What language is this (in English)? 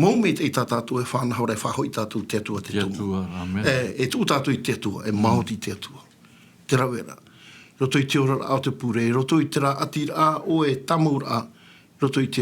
Tahitian